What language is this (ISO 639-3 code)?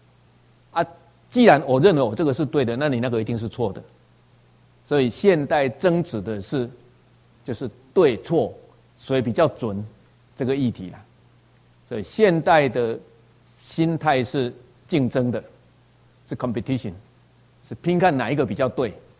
zho